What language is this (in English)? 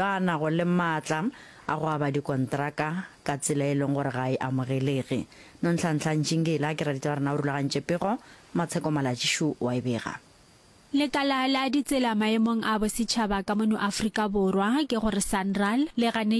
Northern Sotho